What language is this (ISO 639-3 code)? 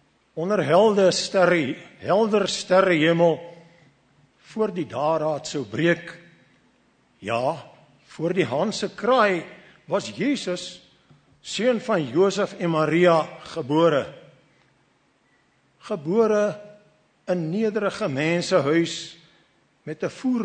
afr